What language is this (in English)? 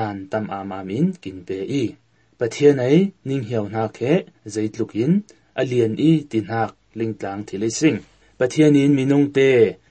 Hakha Chin